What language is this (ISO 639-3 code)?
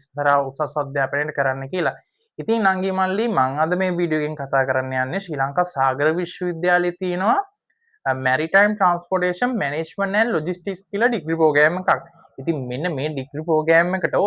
sin